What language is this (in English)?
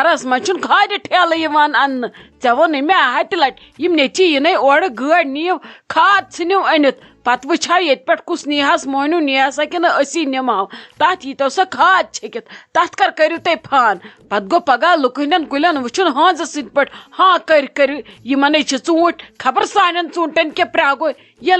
Kashmiri